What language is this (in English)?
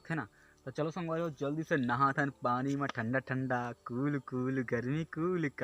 Chhattisgarhi